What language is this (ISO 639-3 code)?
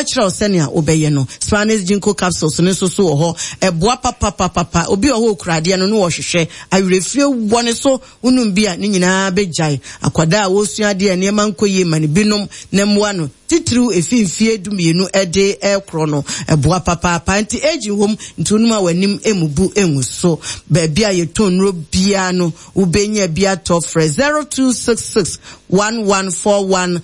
aka